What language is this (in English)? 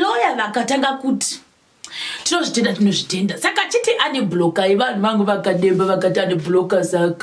Shona